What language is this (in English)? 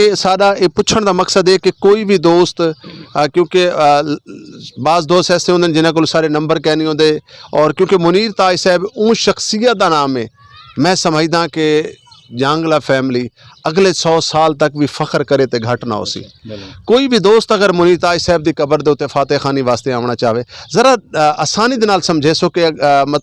Western Panjabi